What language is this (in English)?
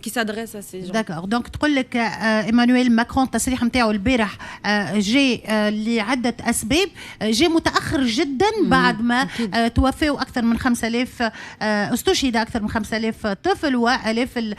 Tunisian Arabic